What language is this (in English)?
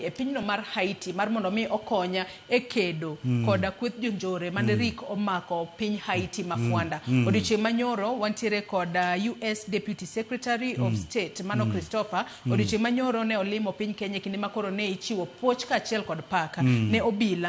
Luo (Kenya and Tanzania)